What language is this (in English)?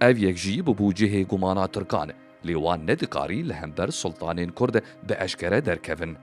Kurdish